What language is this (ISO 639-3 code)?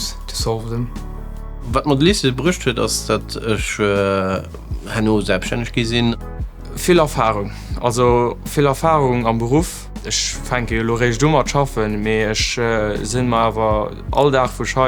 ltz